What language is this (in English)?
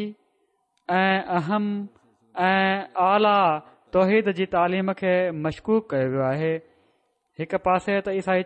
Sindhi